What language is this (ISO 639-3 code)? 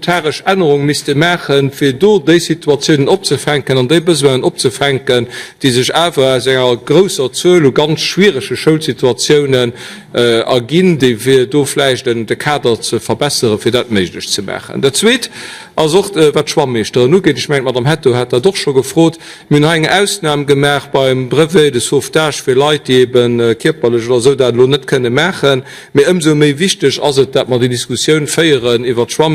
ltz